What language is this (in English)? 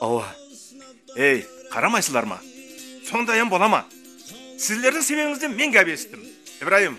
Kara-Kalpak